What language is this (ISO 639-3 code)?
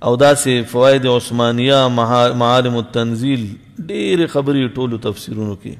pus